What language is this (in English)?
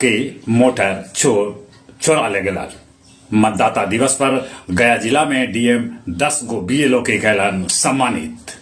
Magahi